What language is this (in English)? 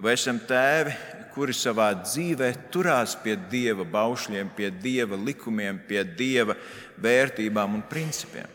Latvian